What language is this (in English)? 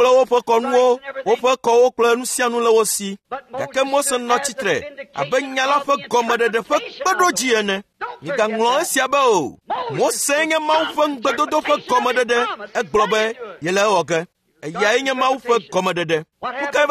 Ewe